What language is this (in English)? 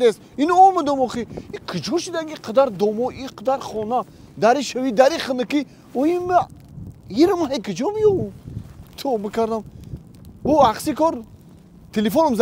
Tajik